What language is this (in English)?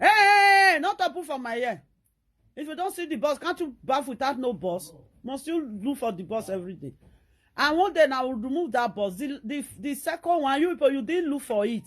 Nigerian Pidgin